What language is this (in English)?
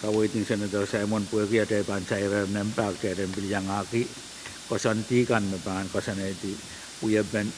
Pohnpeian